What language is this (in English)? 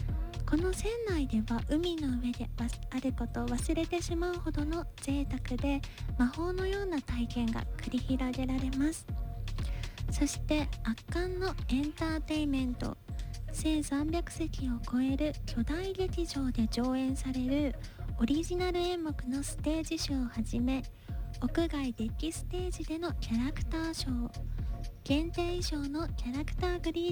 Japanese